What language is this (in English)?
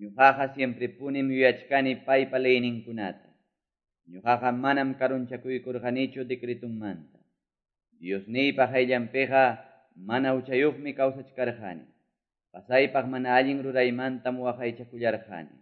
Quechua